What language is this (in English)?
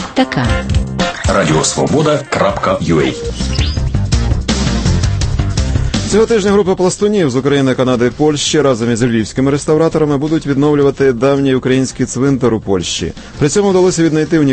Ukrainian